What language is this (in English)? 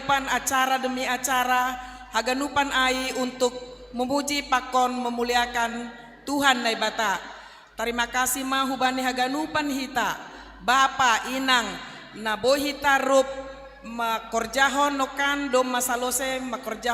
Batak Simalungun